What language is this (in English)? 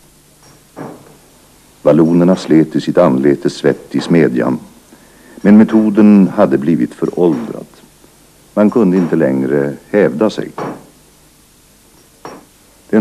Swedish